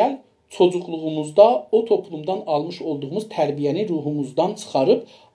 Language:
South Azerbaijani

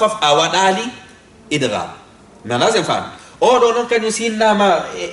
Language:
Fula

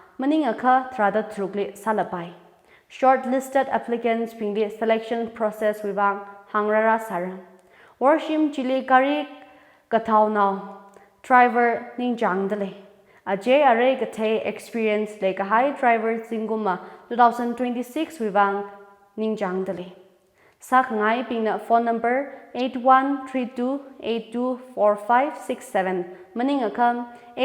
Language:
Tangkhul Naga (India)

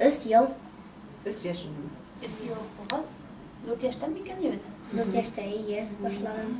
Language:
Bashkir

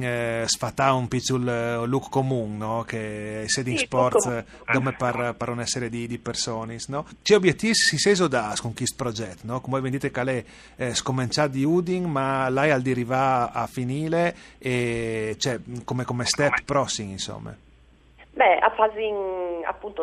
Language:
Friulian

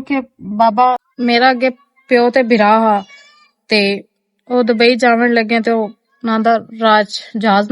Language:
Western Panjabi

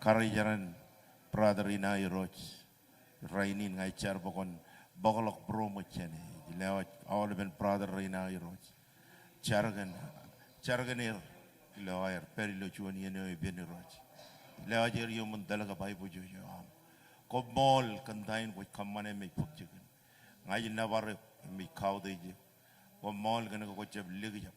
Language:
Marshallese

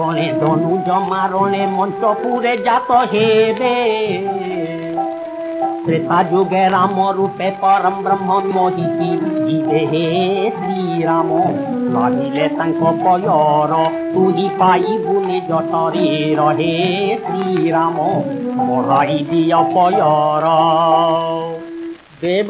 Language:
Odia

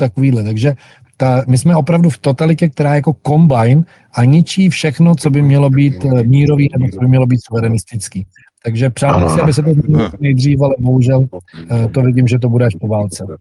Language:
Czech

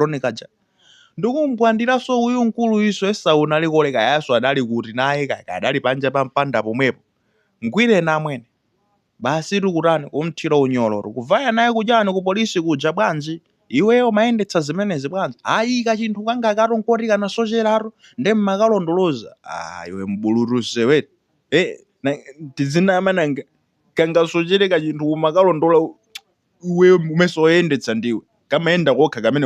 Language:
Nyanja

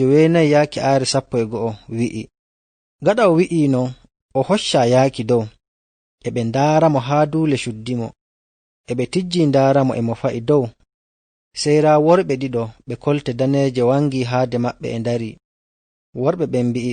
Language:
Nigerian Fulfulde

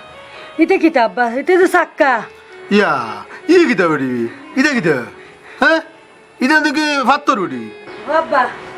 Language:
Sylheti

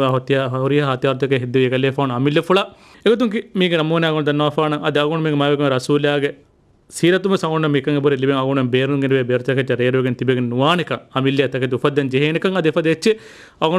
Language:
Divehi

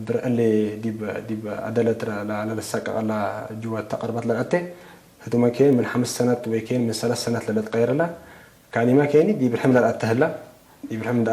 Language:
Tigre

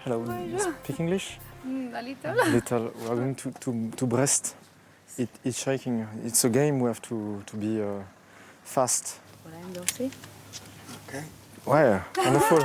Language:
Breton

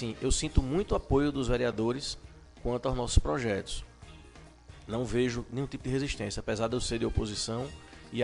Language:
Portuguese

